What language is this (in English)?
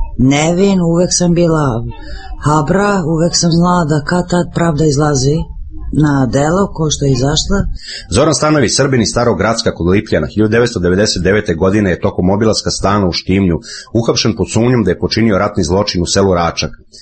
Serbian